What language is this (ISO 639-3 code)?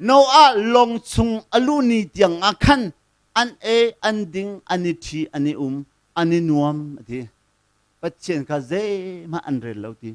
cnh